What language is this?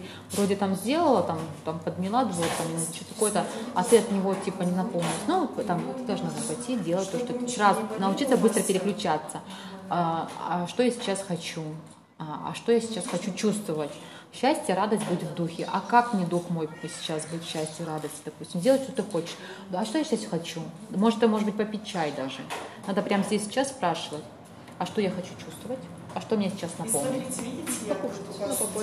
Russian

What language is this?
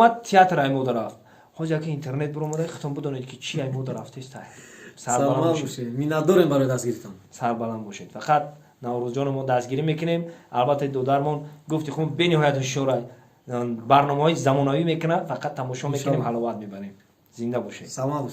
Tajik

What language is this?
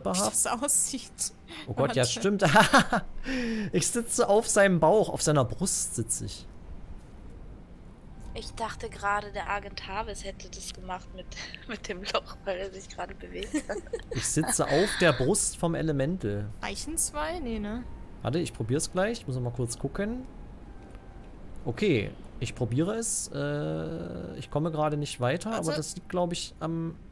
German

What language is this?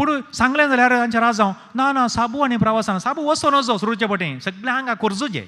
Konkani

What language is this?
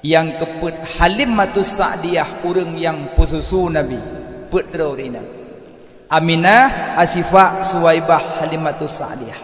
Achinese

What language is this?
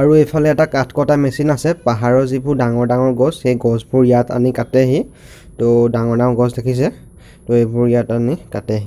Assamese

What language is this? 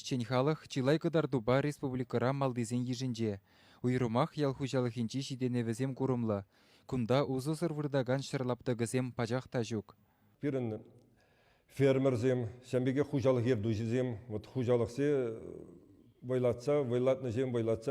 Chuvash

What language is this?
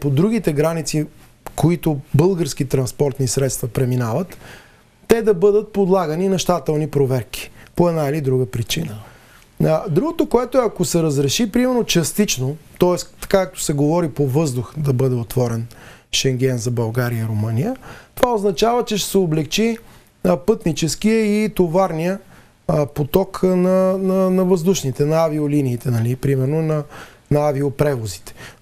Bulgarian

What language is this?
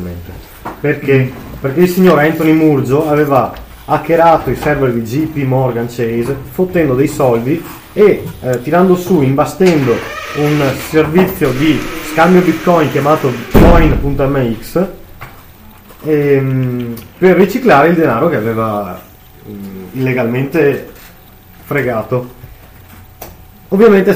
Italian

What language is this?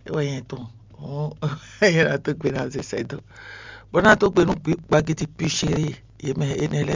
Fon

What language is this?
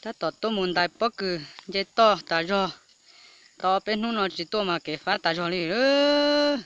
Hmong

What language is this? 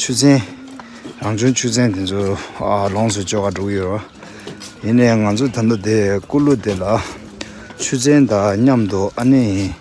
Tibetan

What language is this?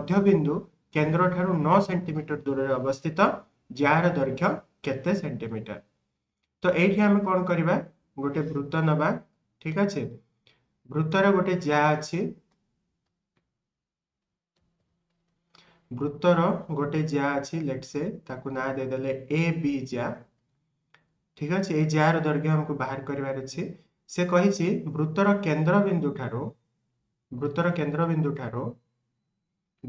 Odia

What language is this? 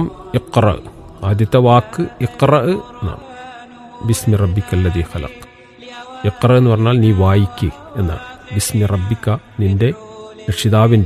Malayalam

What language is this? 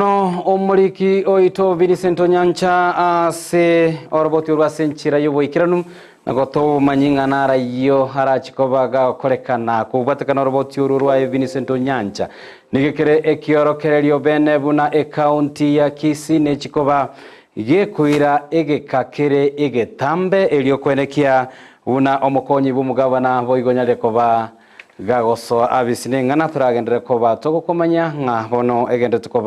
Gusii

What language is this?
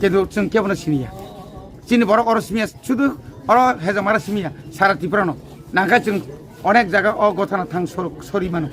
Kok Borok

